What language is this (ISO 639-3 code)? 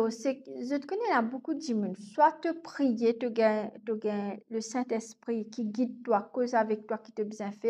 mfe